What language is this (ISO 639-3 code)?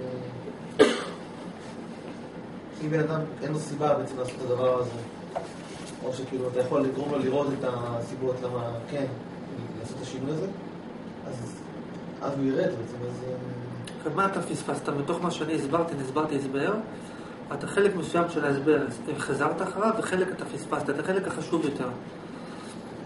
heb